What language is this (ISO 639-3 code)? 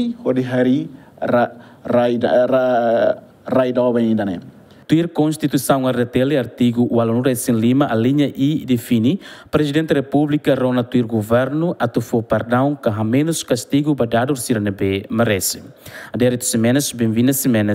tet